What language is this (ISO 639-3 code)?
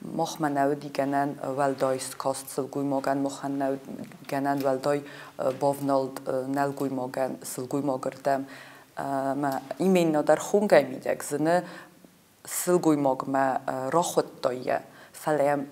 oss